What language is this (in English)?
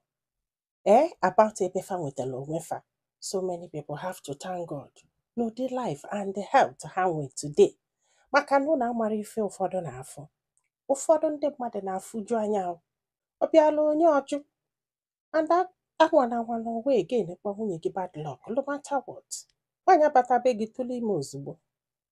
Igbo